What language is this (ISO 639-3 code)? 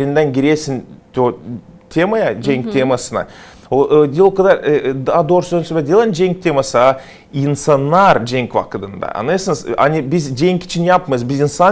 gag